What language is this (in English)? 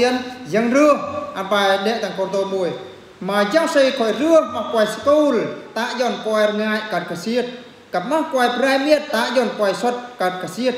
Eastern Bru